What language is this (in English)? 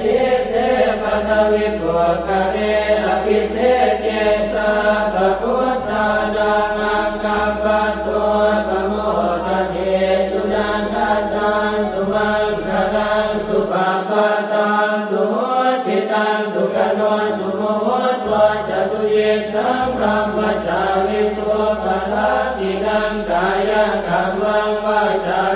Pali